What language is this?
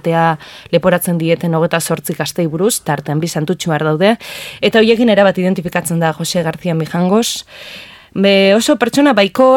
Basque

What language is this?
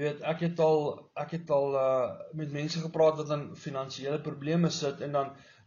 Afrikaans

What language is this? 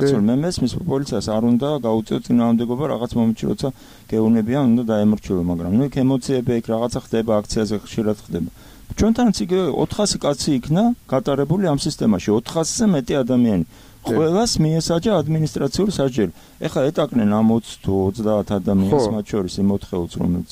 Georgian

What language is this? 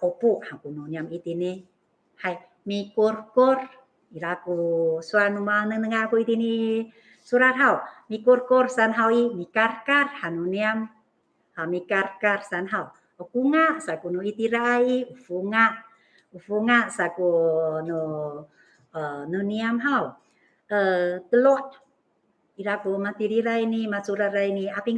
Amis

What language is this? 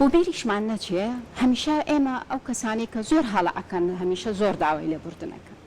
Central Kurdish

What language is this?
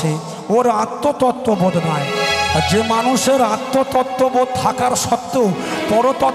Bangla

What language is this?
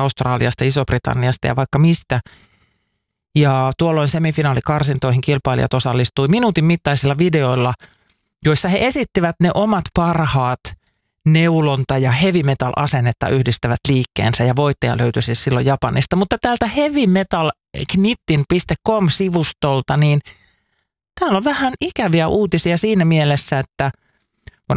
Finnish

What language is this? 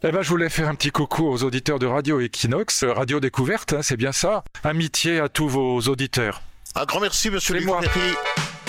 French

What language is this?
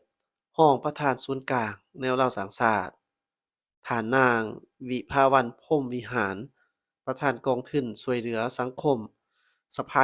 Lao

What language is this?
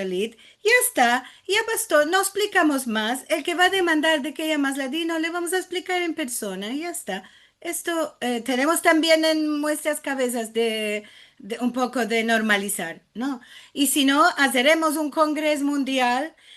Ladino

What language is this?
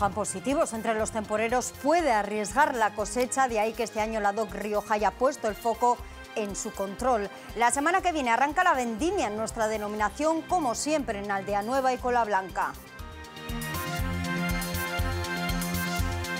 Spanish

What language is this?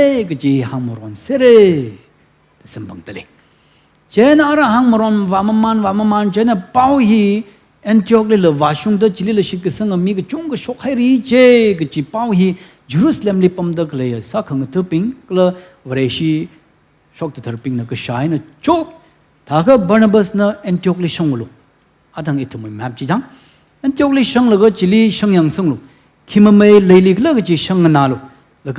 Tangkhul Naga (India)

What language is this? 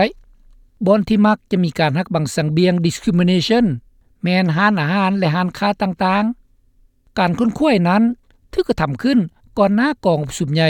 Lao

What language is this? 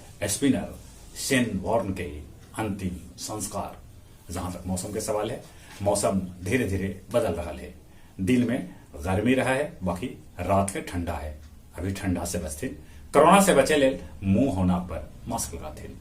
Magahi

